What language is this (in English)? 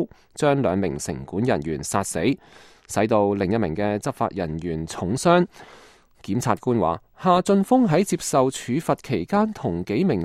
Cantonese